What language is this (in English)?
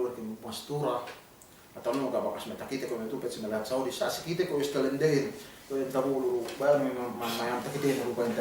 Yakan